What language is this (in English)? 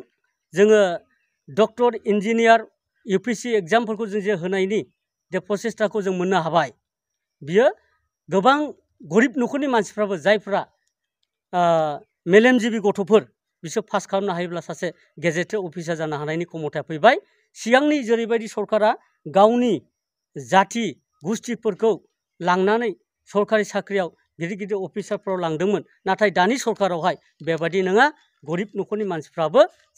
Bodo